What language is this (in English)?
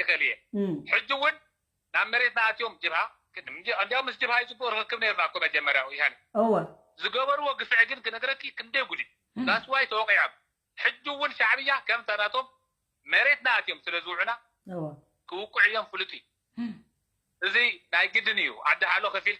Tigrinya